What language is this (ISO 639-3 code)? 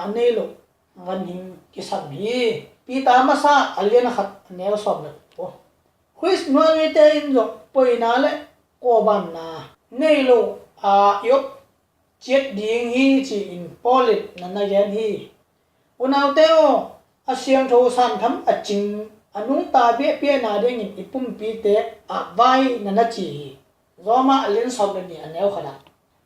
ctd